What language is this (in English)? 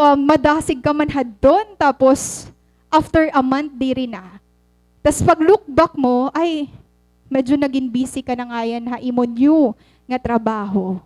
Waray